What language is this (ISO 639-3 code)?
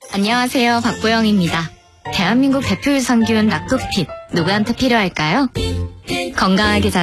kor